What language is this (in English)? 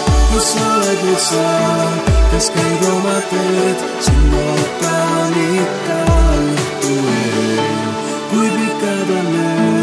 Estonian